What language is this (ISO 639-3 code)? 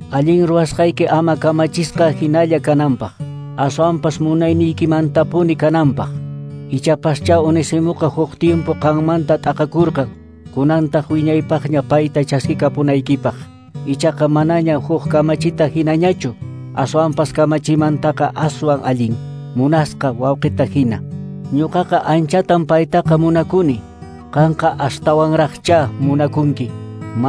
que